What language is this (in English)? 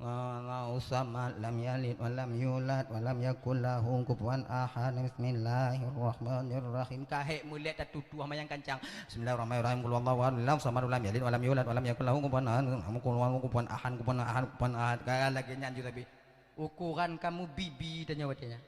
Achinese